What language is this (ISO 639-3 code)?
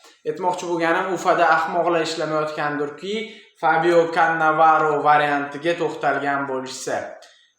uzb